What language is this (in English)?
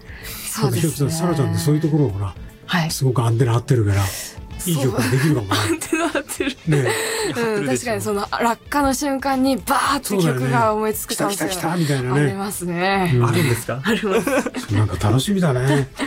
Japanese